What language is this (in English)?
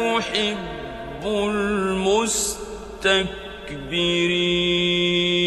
Arabic